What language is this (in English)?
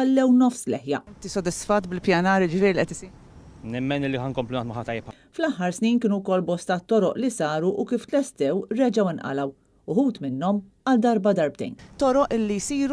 Maltese